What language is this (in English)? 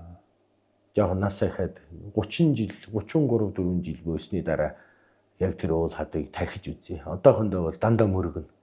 Mongolian